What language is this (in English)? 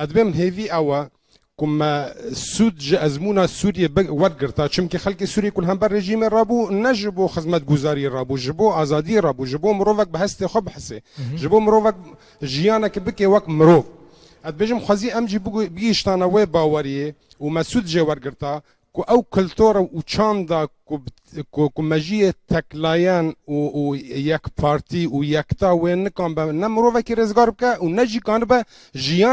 Kurdish